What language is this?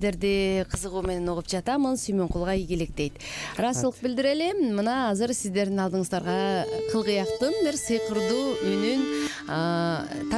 Kyrgyz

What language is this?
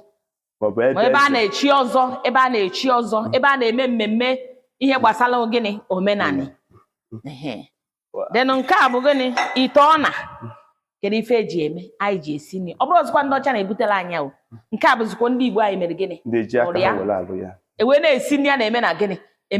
Igbo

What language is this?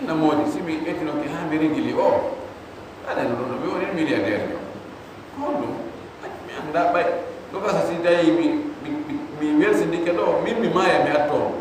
Fula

